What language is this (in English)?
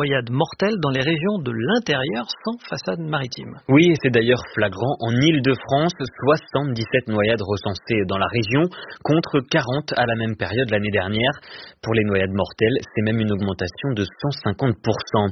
French